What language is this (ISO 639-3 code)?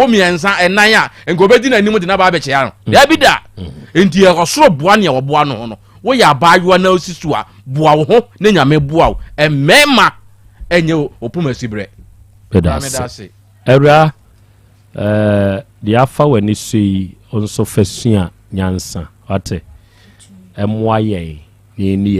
aka